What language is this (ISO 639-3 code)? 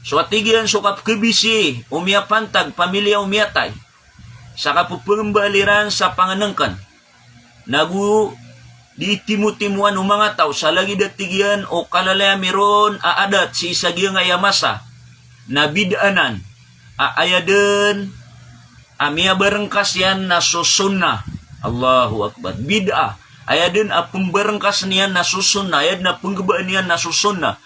mrw